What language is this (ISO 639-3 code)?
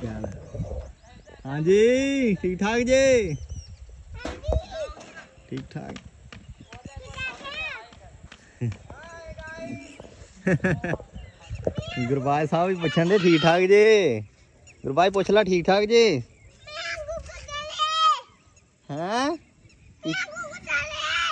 pan